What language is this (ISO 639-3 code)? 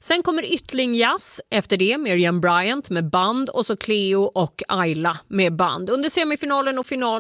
swe